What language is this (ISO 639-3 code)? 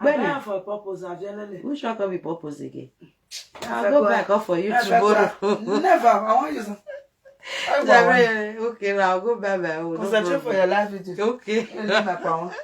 pcm